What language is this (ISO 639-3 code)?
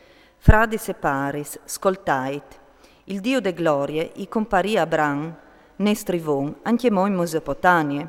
fur